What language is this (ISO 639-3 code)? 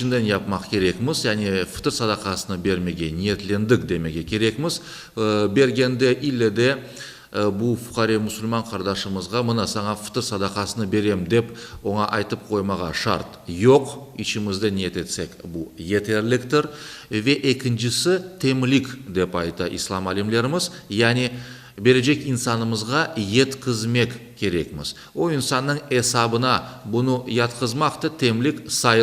crh